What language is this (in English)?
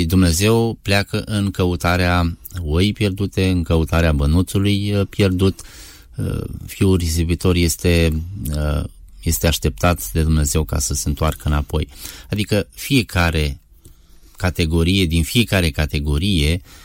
Romanian